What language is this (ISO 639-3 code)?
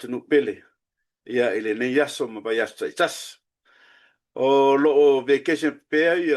smo